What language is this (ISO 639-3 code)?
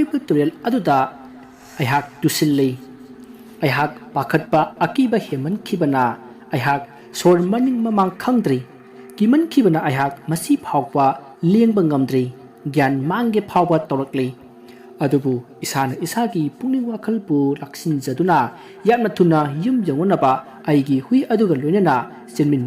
mni